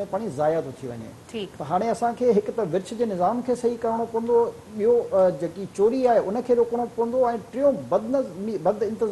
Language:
Sindhi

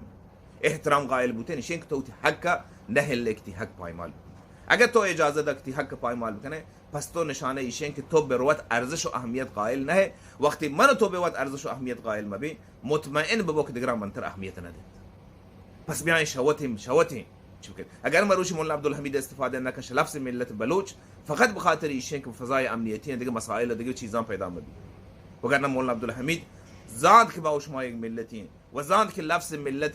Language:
Baluchi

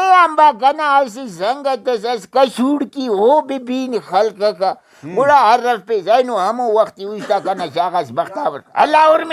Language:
Brahui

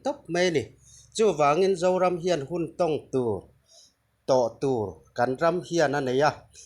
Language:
Mizo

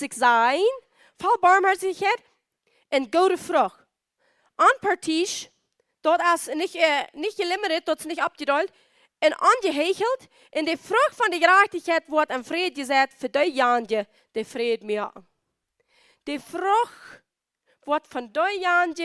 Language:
Plautdietsch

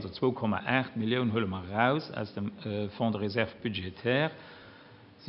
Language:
Luxembourgish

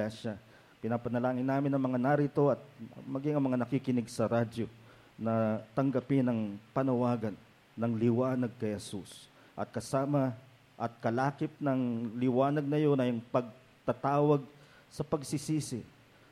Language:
Filipino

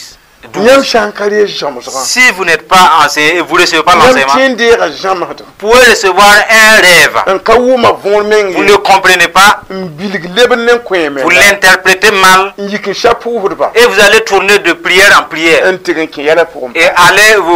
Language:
Mossi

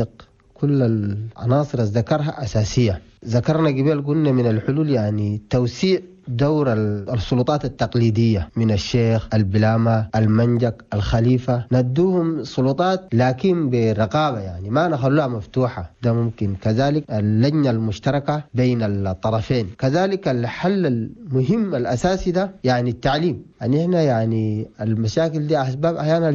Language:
Chadian Arabic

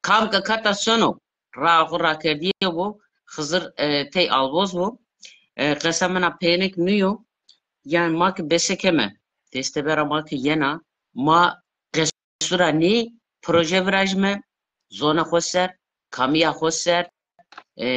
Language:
Zaza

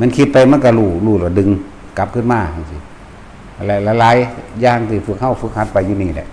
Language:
Lao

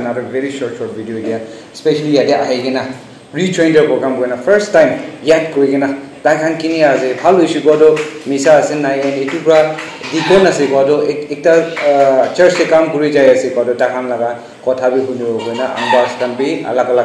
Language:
Naga Pidgin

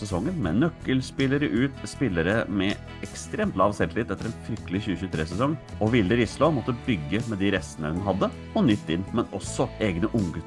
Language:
Norwegian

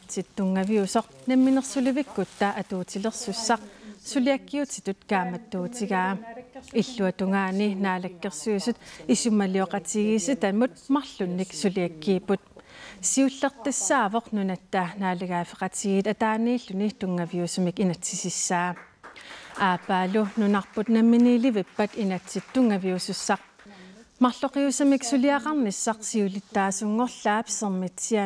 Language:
Kalaallisut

